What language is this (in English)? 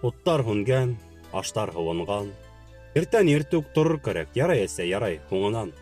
Bashkir